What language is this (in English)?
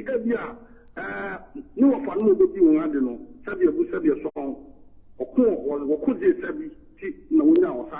Akan